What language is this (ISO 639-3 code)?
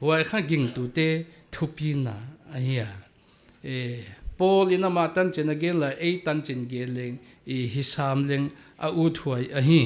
pck